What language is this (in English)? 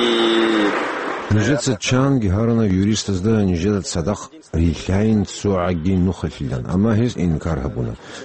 Avaric